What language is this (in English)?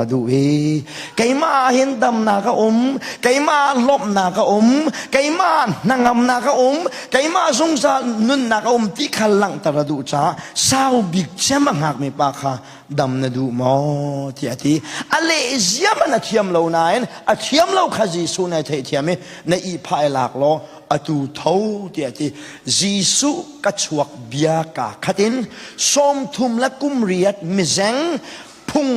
Hakha Chin